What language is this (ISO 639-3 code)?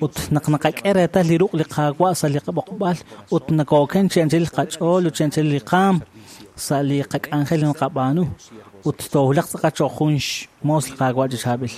kek